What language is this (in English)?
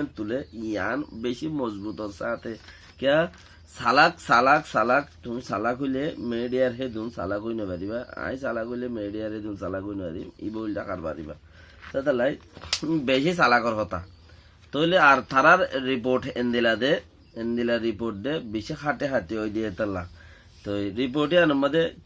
Rohingya